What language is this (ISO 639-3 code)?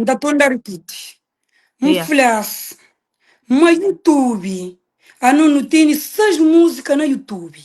kea